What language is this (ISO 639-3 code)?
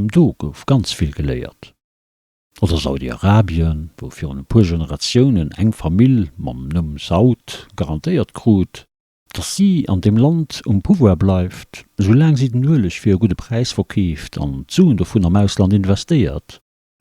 ltz